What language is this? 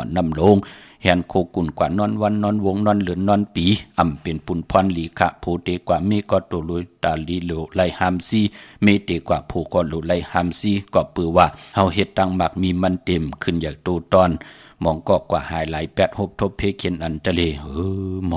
Shan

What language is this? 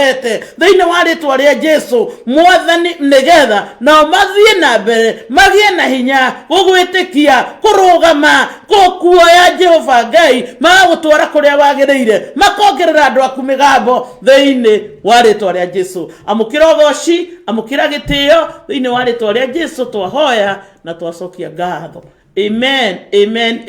Kikuyu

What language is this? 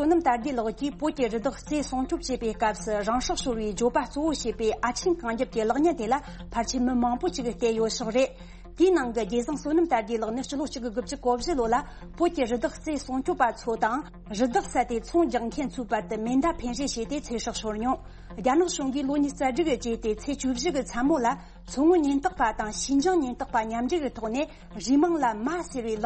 Tibetan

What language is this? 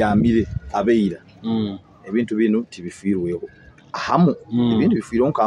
Nyoro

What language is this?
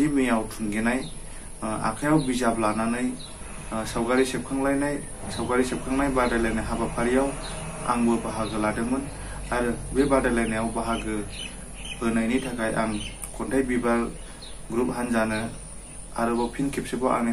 Bodo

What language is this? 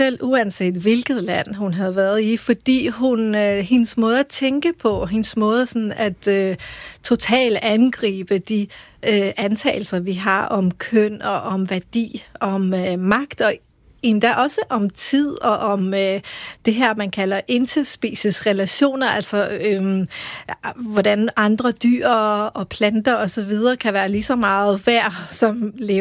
Danish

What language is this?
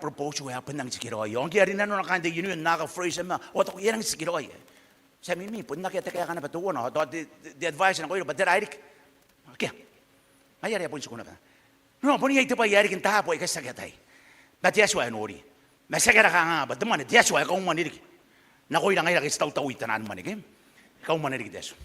Gilbertese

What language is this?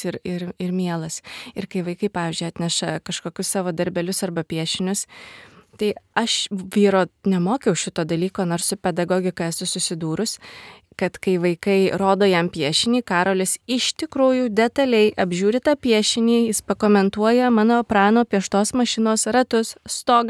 Lithuanian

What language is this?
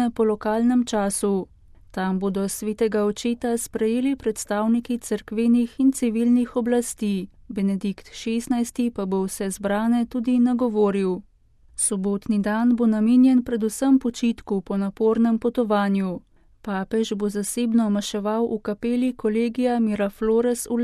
Slovenian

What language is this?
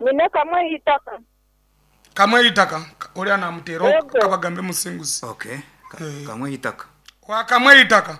Nyankole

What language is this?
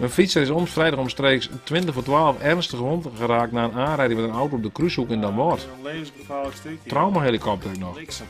Western Frisian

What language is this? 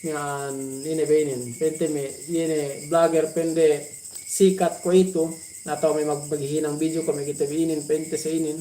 Yakan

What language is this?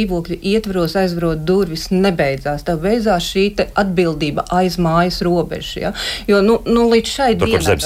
Latvian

